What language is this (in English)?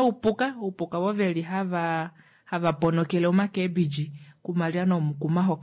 Kuanyama